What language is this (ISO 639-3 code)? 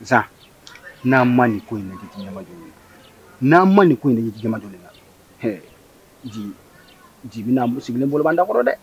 bam